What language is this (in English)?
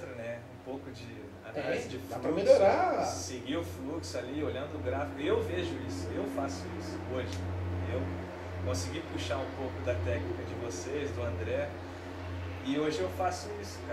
Portuguese